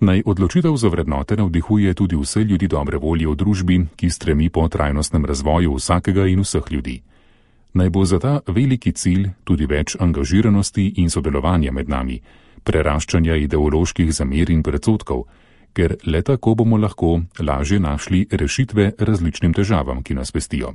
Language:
Slovenian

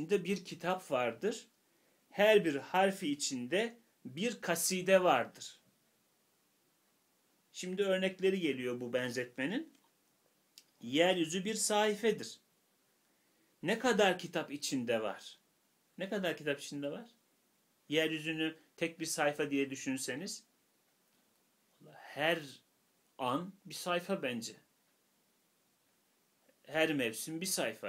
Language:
Turkish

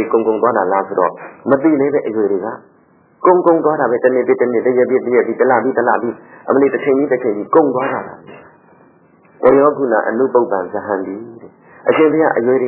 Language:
Burmese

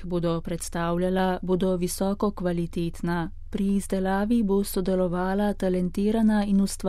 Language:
Slovenian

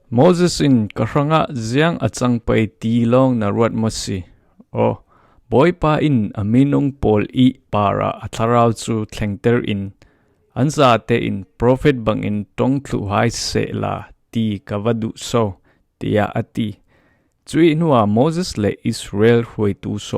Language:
Falam Chin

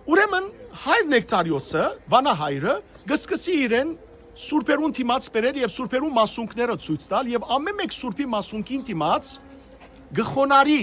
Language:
Western Armenian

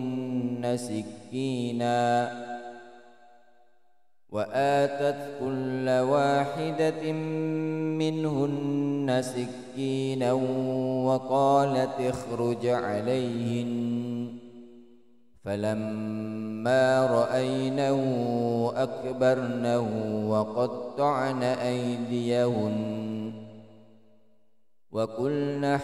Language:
Arabic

